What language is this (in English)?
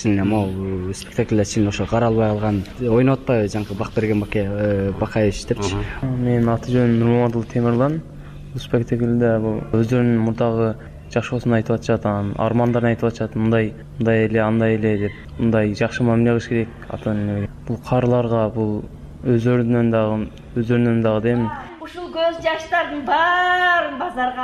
Kyrgyz